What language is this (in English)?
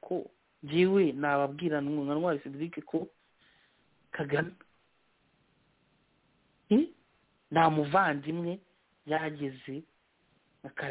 Kinyarwanda